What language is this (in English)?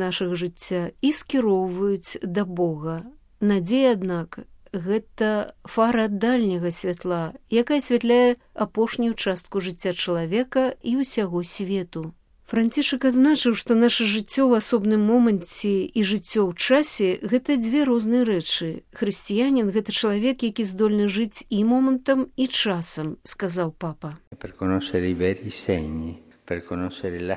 Belarusian